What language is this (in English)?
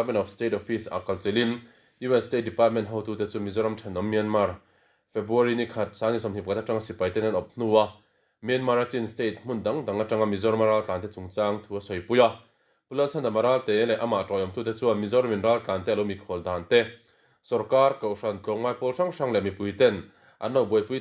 Mizo